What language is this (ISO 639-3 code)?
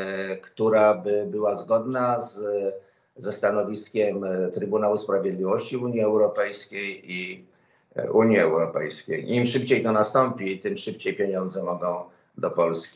pol